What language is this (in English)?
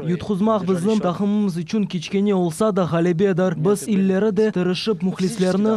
Crimean Tatar